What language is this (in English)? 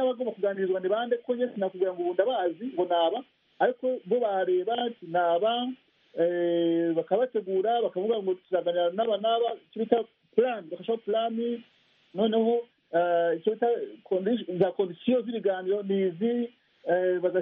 Kinyarwanda